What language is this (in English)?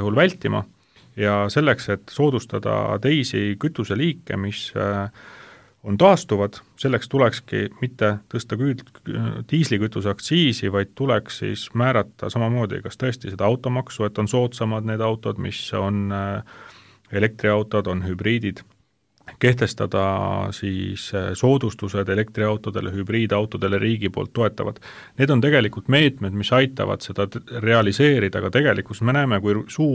Estonian